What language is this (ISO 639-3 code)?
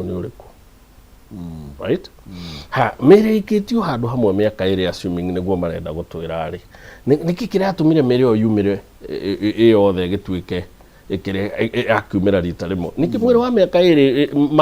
kik